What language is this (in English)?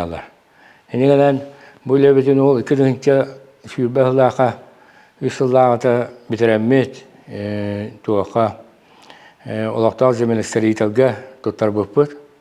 Yakut